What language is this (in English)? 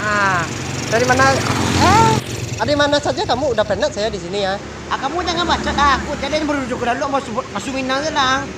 Minangkabau